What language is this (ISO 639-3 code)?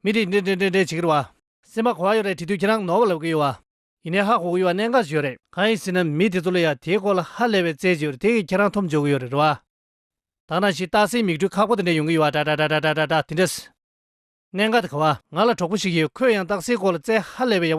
bod